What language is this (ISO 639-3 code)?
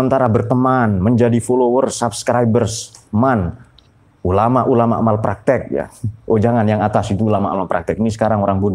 ind